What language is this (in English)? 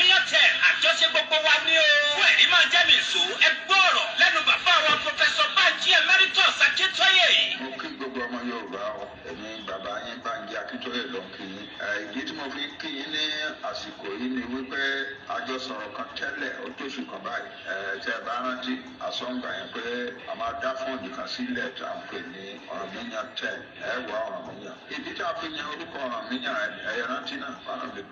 Yoruba